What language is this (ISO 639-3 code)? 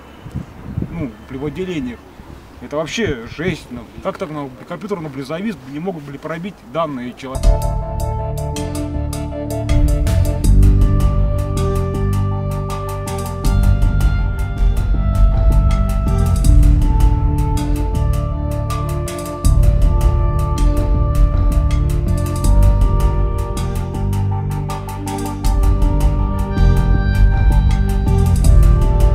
rus